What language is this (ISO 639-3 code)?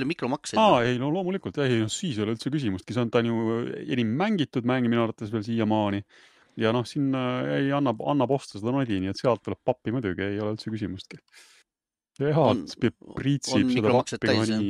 est